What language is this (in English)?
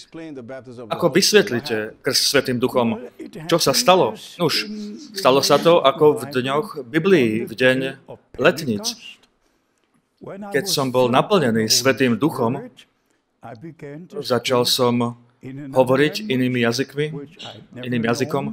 Slovak